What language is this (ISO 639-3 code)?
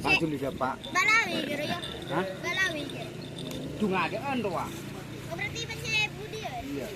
mad